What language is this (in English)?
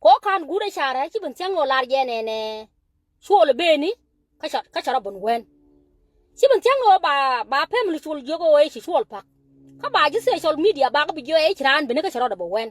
Nuer